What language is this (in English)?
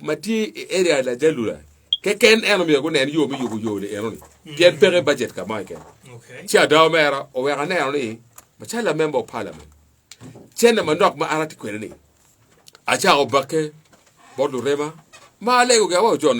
Acoli